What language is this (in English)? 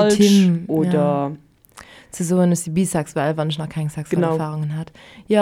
Luxembourgish